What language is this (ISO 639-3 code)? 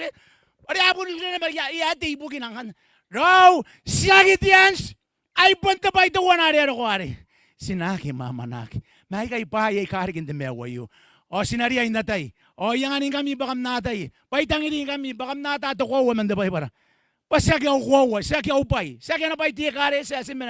gil